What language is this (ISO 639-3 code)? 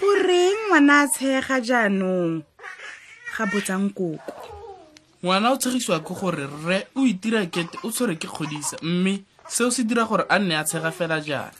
tsn